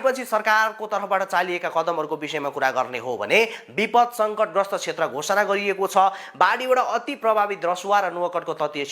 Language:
Nepali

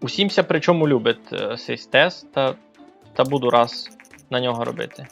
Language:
Rusyn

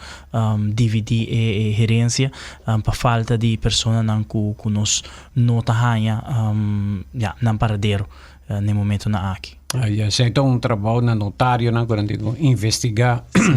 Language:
Papiamento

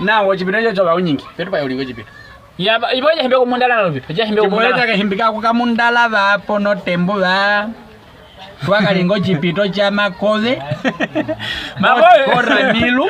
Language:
Nyaneka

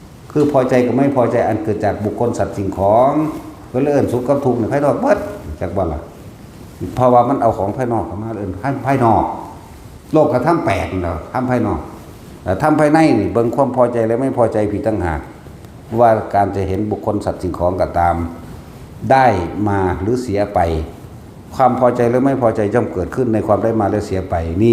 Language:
Northeastern Thai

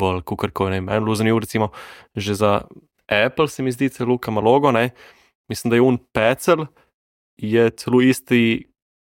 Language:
Slovenian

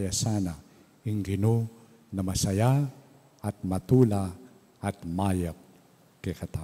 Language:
Pampanga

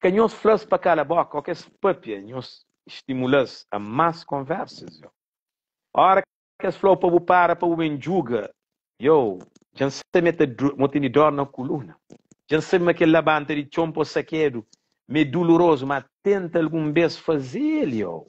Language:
Kabuverdianu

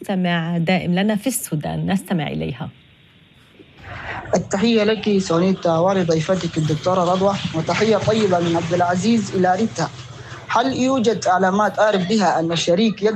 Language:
Arabic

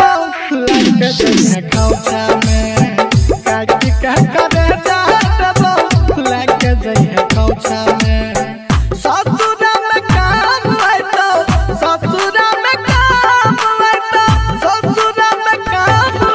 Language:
Bhojpuri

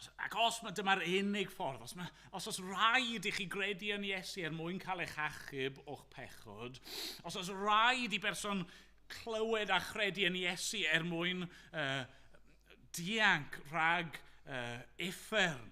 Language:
Welsh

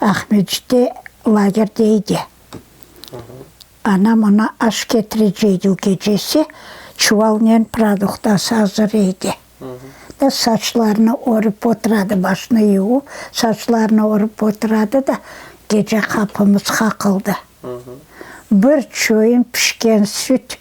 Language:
Crimean Tatar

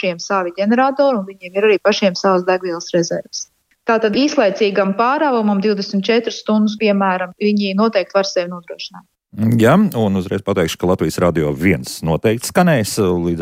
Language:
Latvian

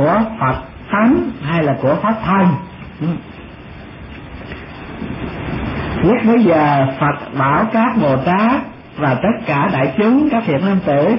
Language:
Vietnamese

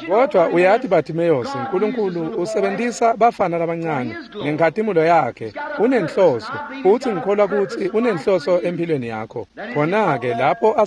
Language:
Swati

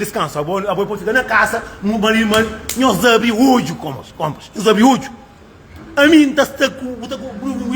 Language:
Kabuverdianu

